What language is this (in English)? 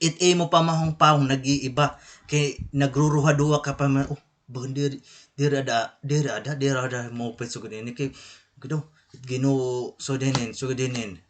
Waray